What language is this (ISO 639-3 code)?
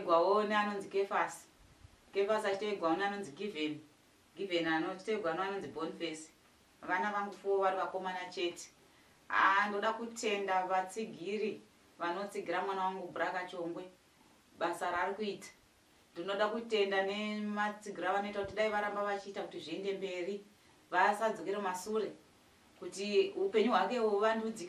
sna